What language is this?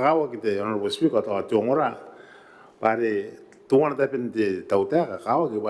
Gilbertese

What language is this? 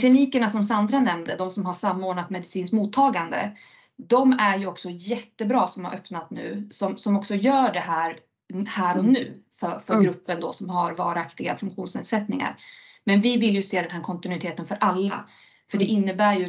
Swedish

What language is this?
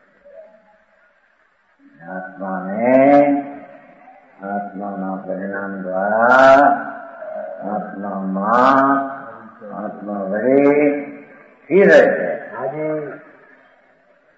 Gujarati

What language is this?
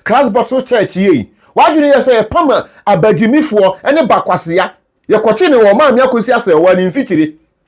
Akan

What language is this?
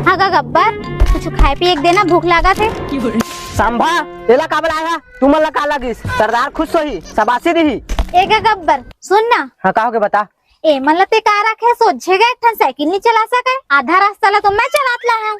Chhattisgarhi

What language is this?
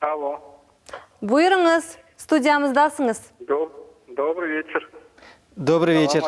Crimean Tatar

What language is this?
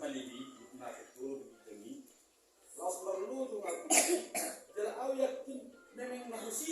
Batak Toba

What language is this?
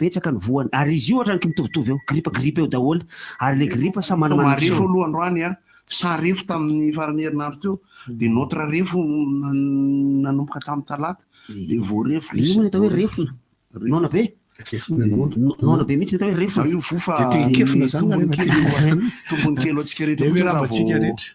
Malagasy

